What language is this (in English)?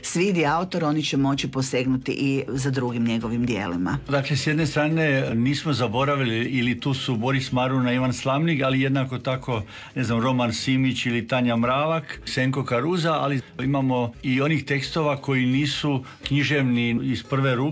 Croatian